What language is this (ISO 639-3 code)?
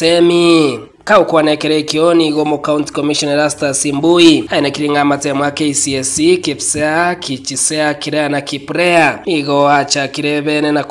guz